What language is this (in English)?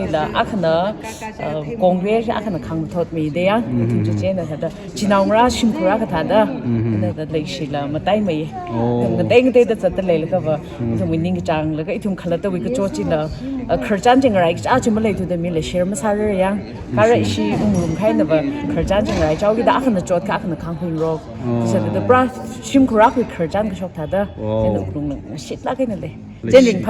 Tangkhul Naga (India)